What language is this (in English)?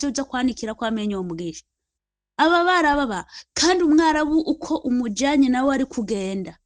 Rundi